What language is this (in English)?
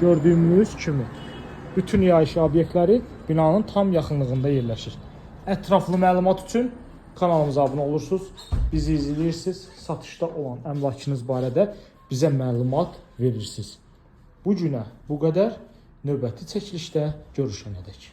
Azerbaijani